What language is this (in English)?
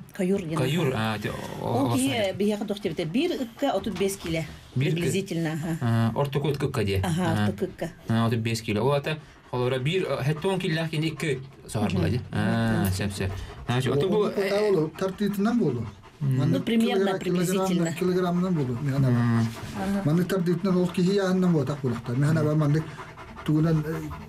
Yakut